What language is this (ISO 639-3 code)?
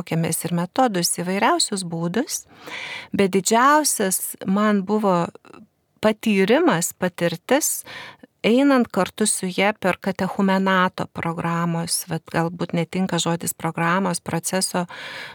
lit